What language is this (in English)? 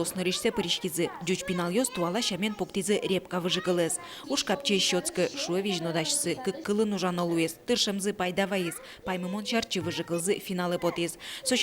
Udmurt